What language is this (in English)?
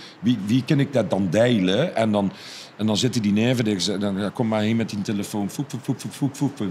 Limburgish